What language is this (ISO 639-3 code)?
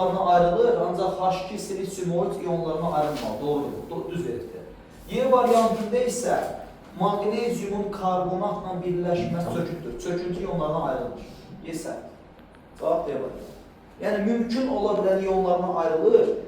aze